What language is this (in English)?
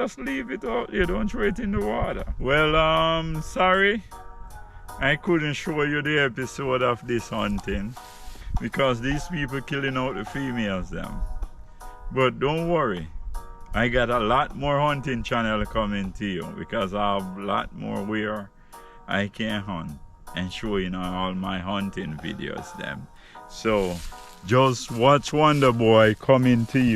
Jamaican Creole English